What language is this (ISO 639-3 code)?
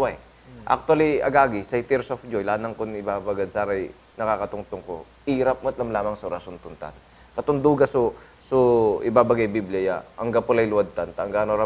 pag